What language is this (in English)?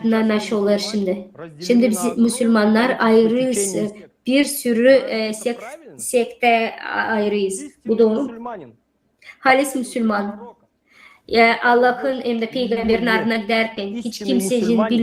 Gagauz